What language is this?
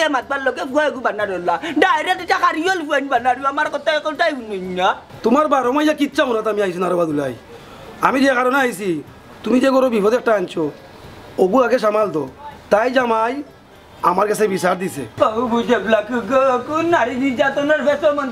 Sylheti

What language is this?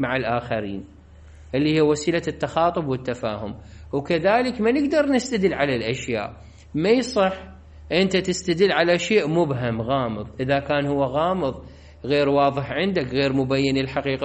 Mesopotamian Arabic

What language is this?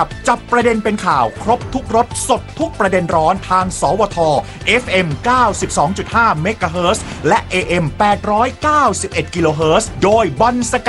Thai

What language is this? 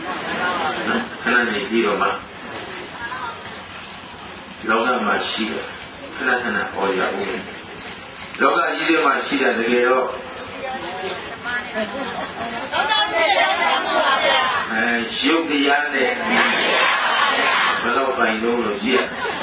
Burmese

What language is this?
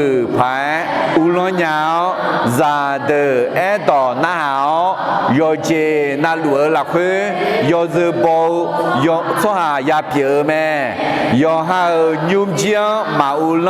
Akha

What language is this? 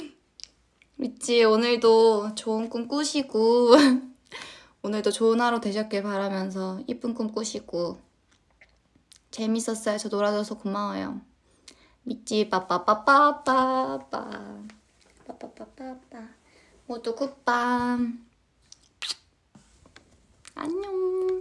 Korean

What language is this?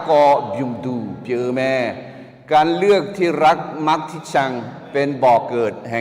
Akha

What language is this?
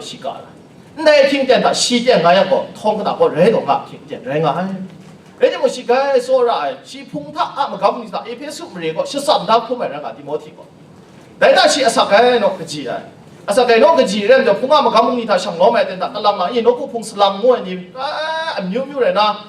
Kachin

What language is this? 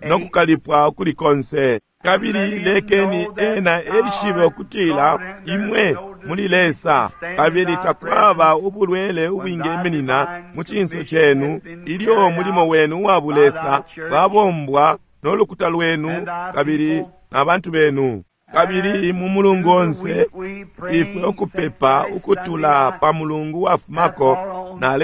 Bemba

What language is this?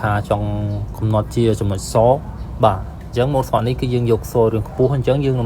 Khmer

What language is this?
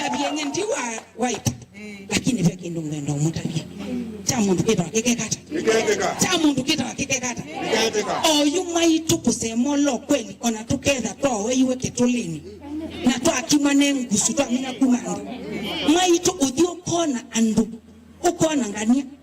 Kamba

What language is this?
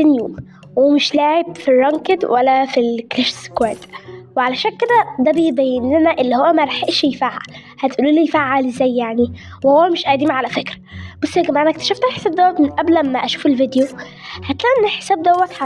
Egyptian Arabic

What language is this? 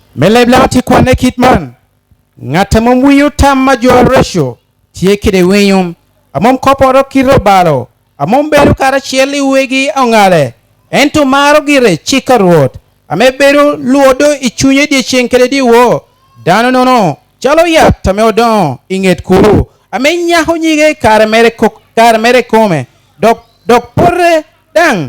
Lango (Uganda)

